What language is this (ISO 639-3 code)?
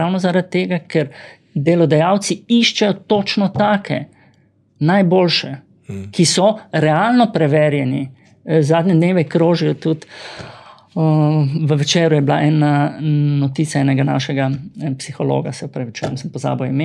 slv